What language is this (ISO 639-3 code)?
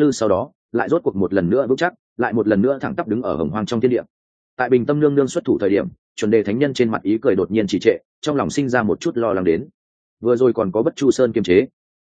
vie